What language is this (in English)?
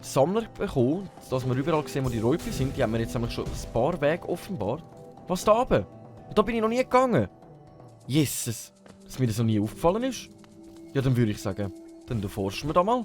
Swiss German